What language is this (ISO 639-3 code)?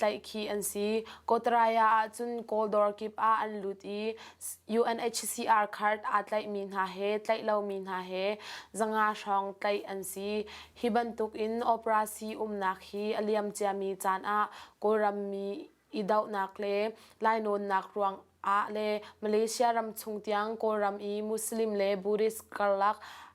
cnh